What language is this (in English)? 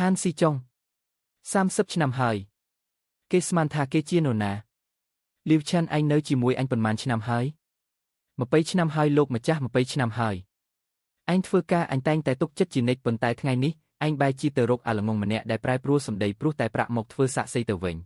Khmer